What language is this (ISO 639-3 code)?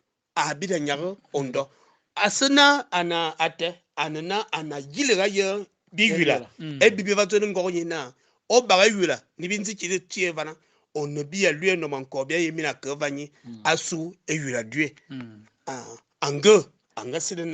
fan